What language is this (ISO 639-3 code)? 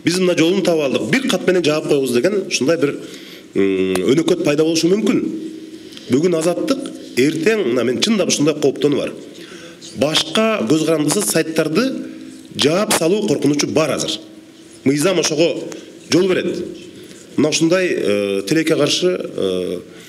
kir